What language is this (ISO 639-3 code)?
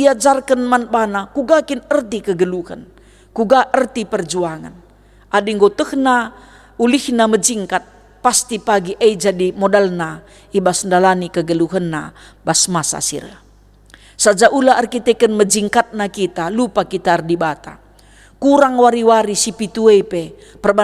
btx